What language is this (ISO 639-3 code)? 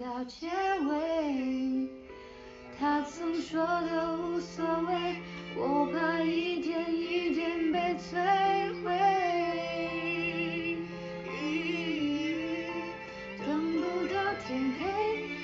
zho